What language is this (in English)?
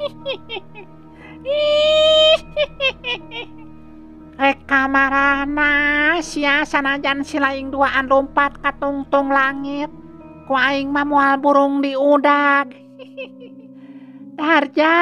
Sundanese